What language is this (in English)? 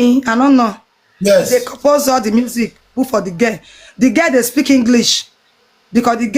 Nigerian Pidgin